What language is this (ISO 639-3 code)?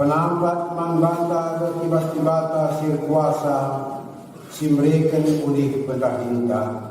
btx